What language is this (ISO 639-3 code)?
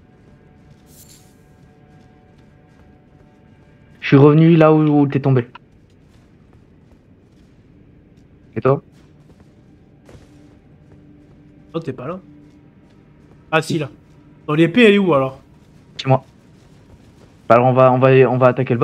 fra